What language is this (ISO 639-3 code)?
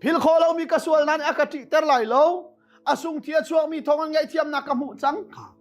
cnh